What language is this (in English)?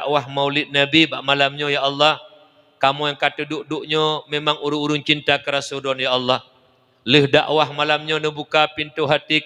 Achinese